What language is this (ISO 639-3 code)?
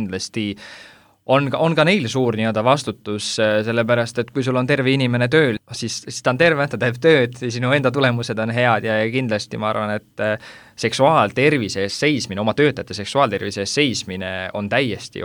est